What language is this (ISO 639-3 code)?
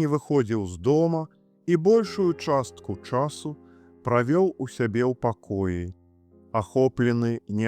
bel